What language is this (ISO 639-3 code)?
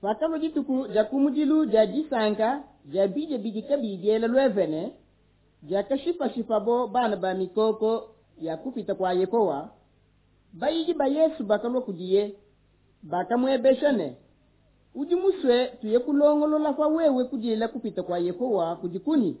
lua